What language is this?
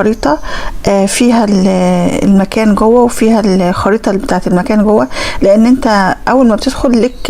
Egyptian Arabic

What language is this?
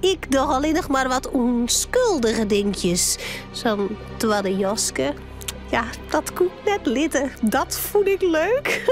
Western Frisian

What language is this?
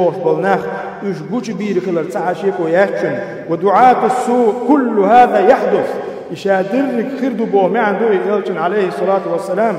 Chechen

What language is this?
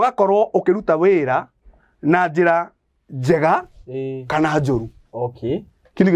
Kikuyu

